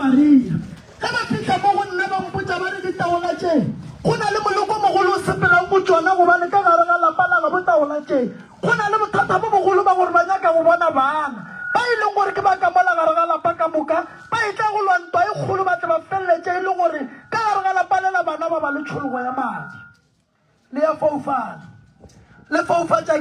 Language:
Northern Sotho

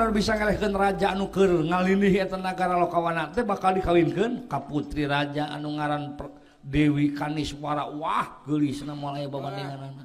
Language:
Sundanese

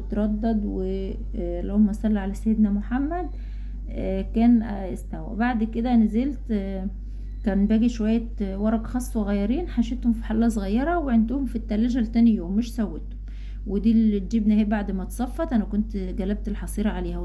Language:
Egyptian Arabic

